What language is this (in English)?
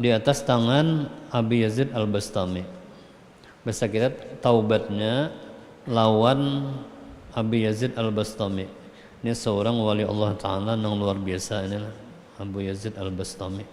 Banjar